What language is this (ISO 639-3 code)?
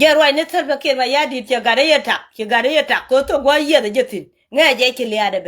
nus